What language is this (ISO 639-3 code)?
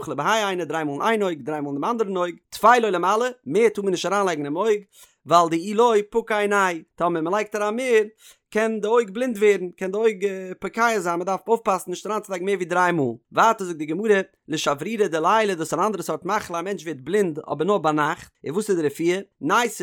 yid